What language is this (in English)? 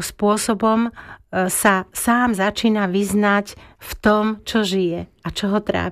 Slovak